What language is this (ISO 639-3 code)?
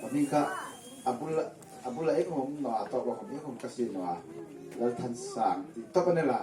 hmr